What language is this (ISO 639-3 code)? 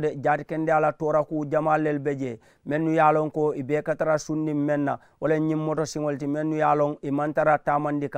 man